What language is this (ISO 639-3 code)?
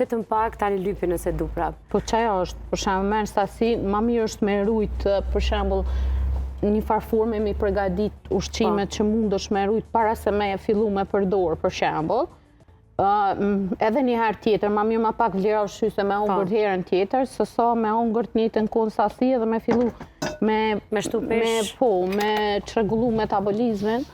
sqi